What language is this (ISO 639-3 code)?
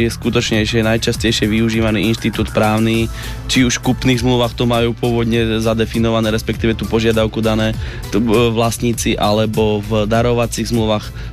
slk